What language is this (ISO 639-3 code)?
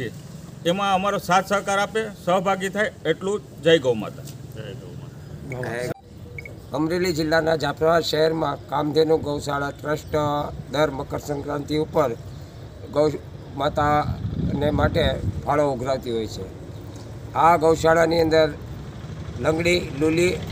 guj